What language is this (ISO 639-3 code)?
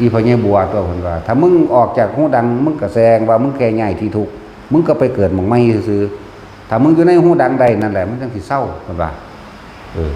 tts